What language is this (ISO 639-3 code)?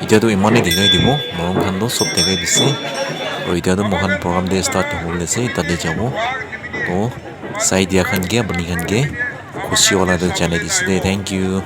nag